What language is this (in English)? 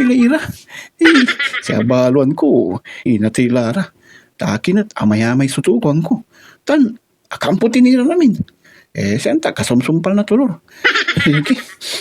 Pangasinan